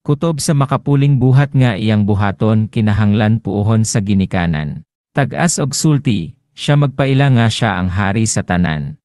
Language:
Cebuano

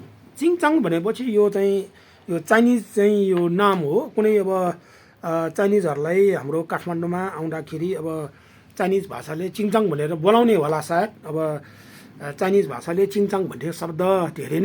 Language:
Nepali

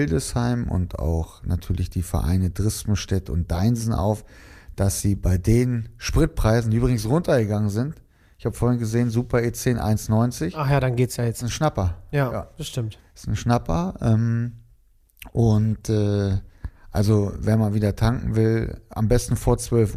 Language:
German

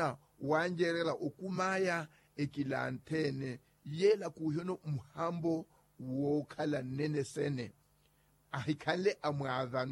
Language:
Makhuwa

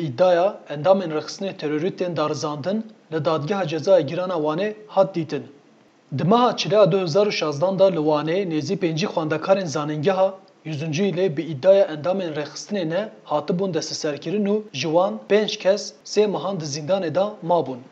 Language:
Kurdish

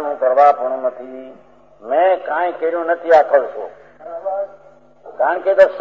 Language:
Gujarati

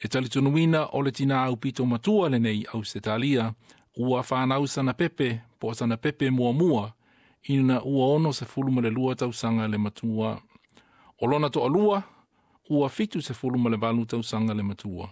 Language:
Samoan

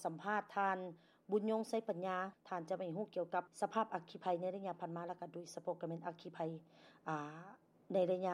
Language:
Lao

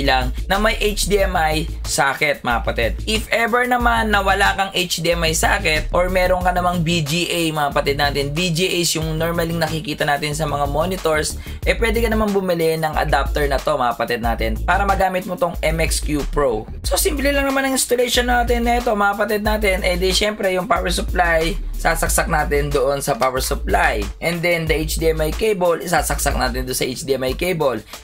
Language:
Filipino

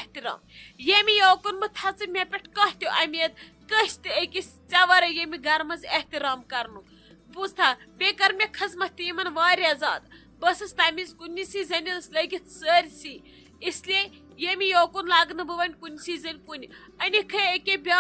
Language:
Kashmiri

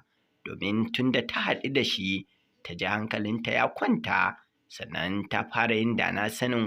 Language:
Hausa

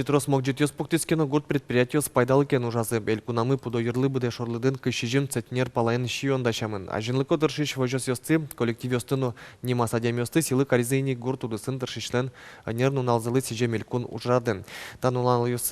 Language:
Udmurt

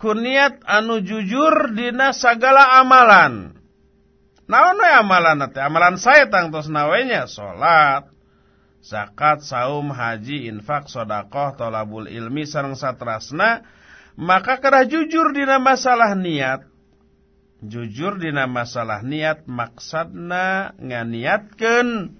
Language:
Sundanese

